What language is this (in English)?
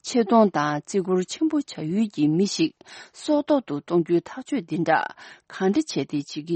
Tibetan